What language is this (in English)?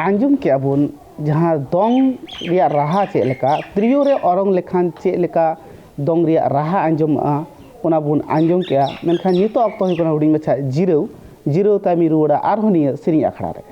Santali